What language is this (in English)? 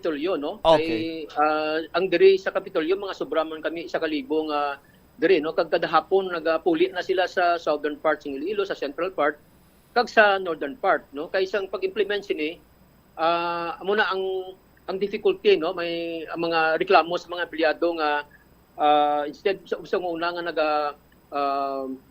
Hiligaynon